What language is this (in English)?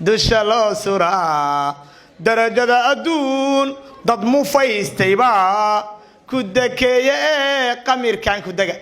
Somali